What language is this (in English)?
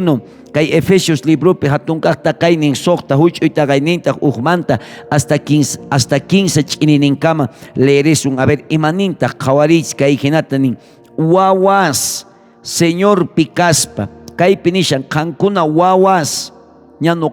South Bolivian Quechua